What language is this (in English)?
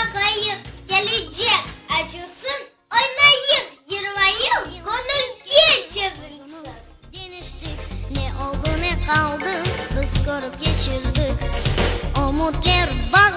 Crimean Tatar